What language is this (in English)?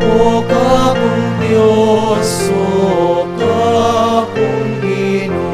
Pampanga